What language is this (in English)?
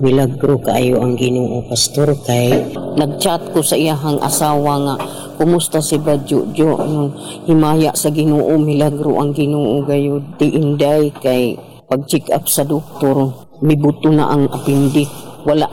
Cebuano